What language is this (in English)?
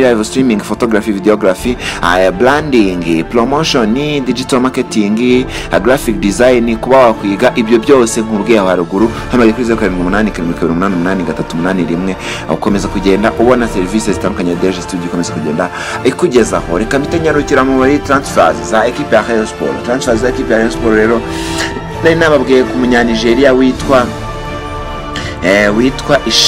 Kinyarwanda